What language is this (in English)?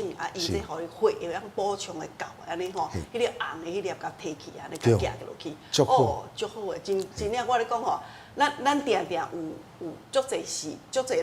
Min Nan Chinese